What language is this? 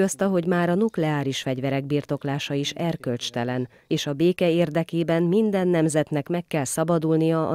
Hungarian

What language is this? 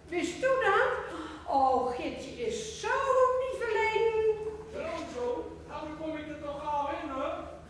Gronings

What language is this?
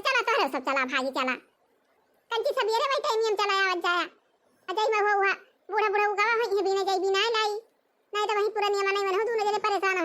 Awadhi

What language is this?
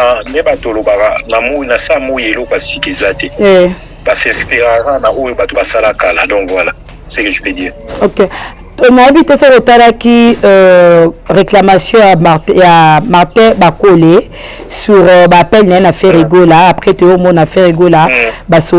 Lingala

